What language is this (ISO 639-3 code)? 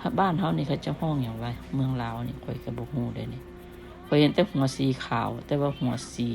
lao